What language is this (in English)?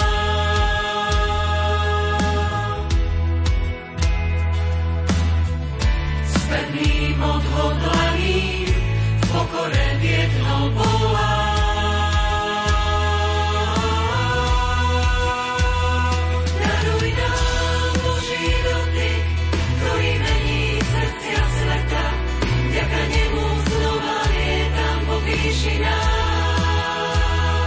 Slovak